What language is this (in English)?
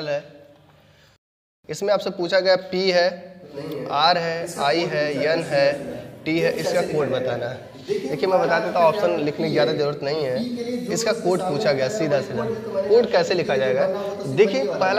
Hindi